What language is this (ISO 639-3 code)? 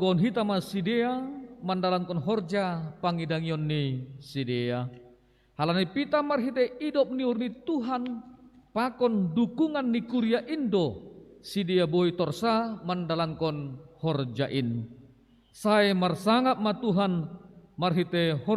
bts